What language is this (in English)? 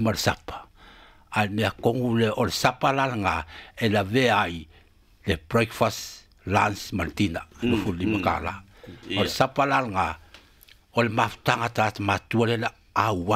Samoan